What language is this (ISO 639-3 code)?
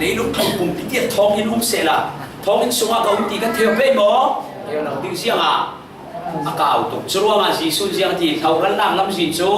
cfm